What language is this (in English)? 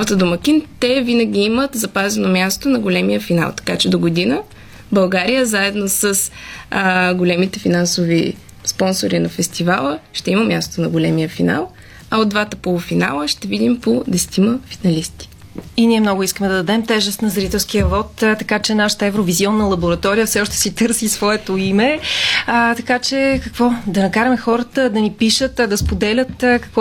Bulgarian